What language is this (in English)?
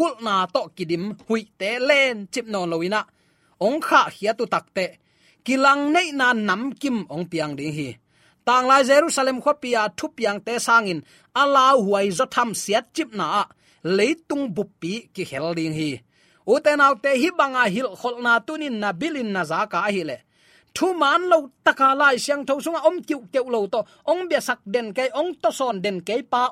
Tedim Chin